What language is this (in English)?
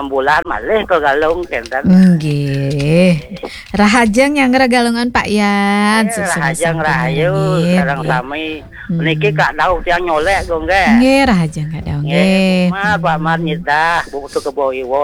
Balinese